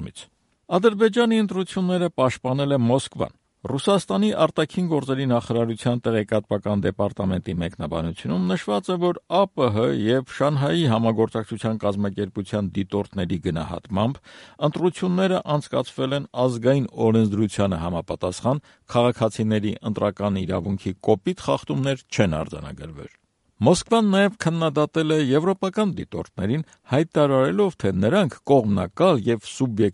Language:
Armenian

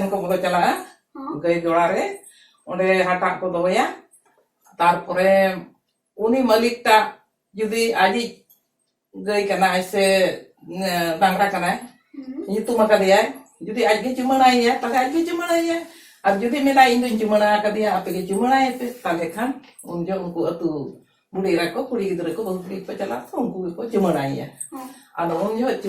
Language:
Santali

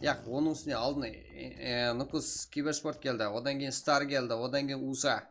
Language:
Kara-Kalpak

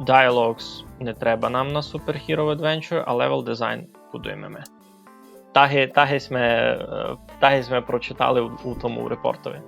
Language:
Rusyn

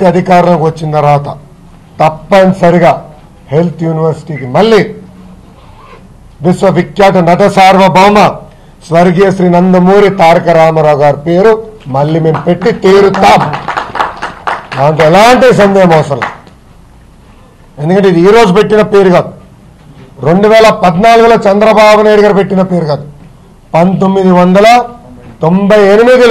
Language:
Telugu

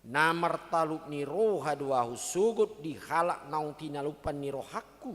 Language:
Batak Toba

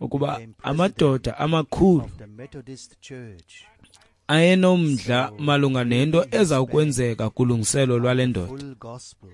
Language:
Xhosa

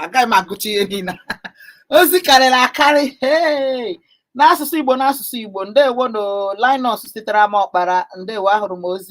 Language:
Igbo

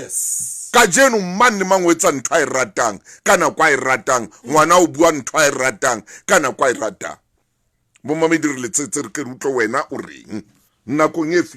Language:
Southern Sotho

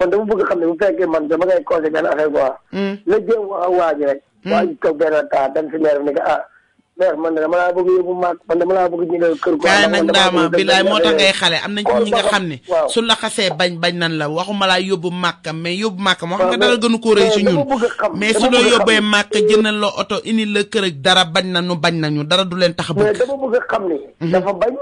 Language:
Wolof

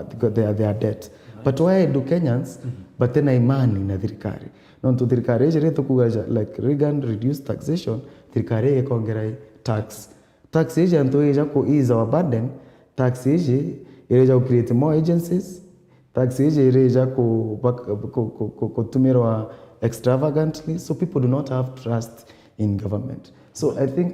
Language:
Meru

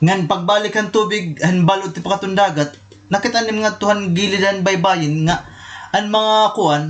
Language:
Waray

